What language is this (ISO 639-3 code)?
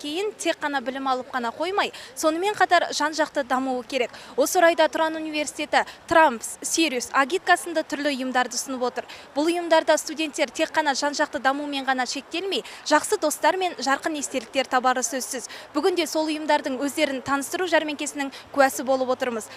kaz